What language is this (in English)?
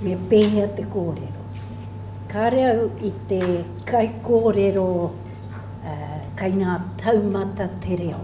Māori